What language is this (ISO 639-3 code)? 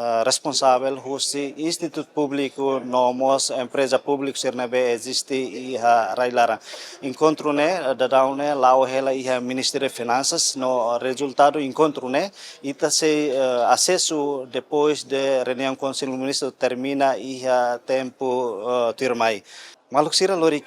tet